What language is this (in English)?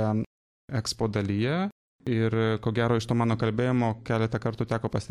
Lithuanian